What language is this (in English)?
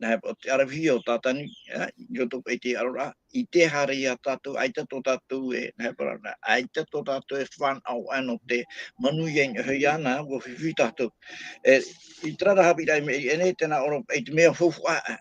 Tahitian